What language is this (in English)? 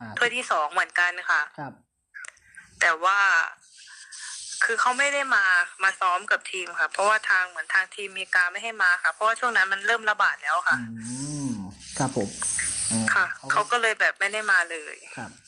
Thai